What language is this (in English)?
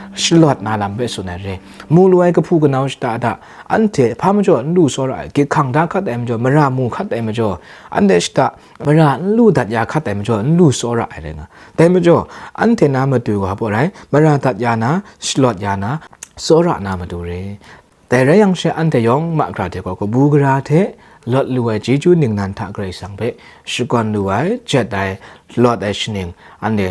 Kachin